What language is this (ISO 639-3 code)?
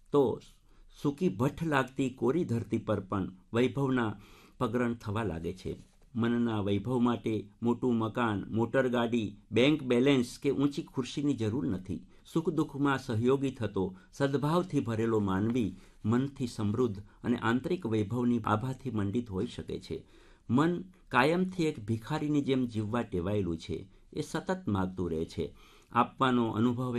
guj